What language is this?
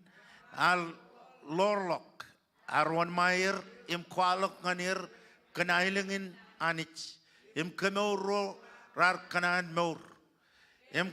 Marshallese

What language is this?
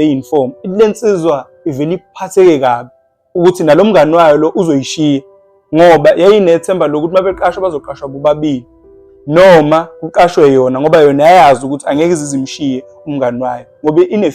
Zulu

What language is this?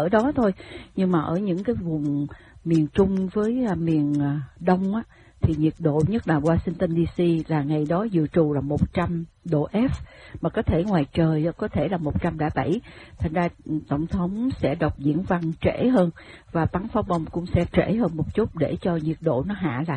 Vietnamese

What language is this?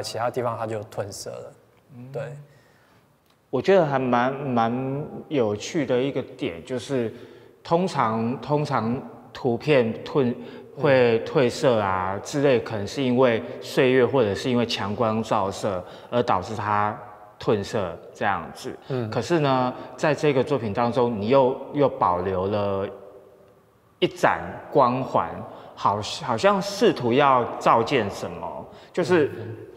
Chinese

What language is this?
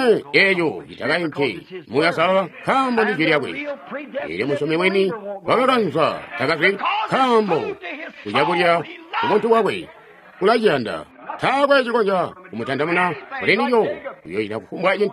Tonga (Zambia)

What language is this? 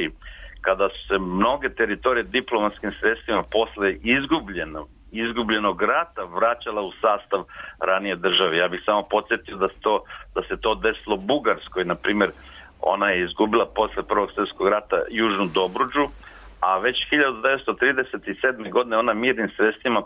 Serbian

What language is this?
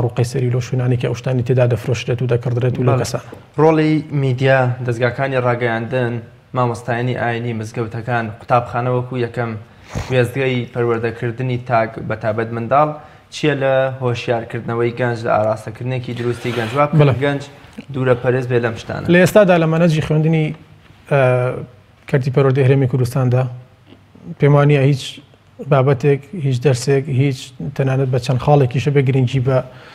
Central Kurdish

